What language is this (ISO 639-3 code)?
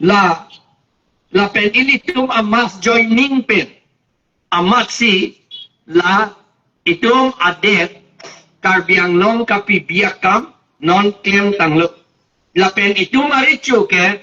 mjw